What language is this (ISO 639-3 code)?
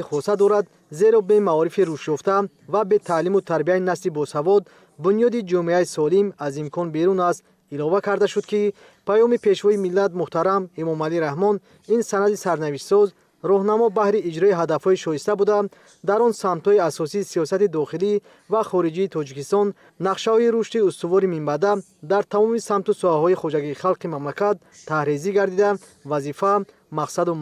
tgk